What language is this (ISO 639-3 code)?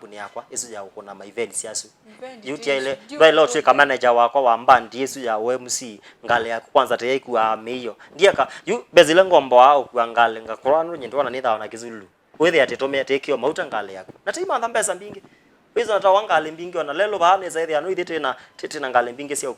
kam